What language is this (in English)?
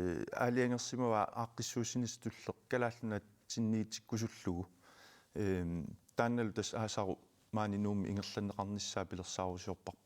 Kalaallisut